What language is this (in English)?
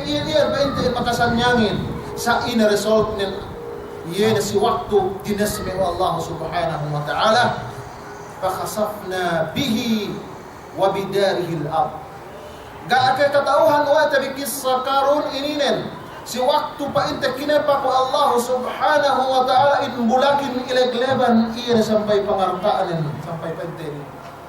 Yakan